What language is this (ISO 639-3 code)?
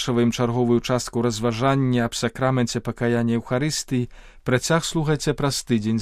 bel